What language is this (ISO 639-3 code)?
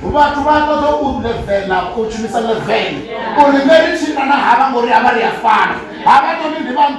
ven